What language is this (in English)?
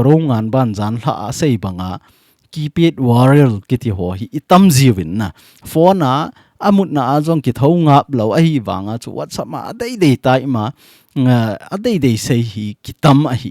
Thado Chin